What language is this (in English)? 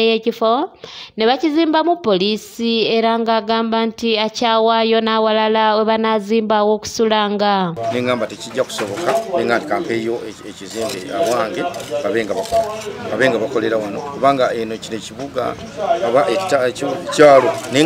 Ganda